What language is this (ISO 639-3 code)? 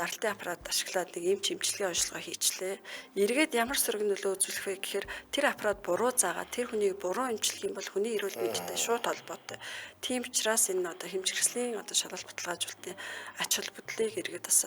mon